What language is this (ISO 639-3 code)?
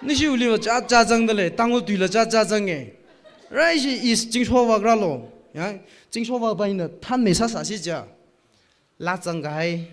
nmf